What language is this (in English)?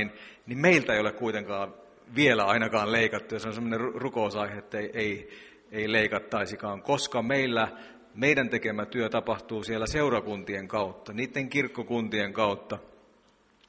Finnish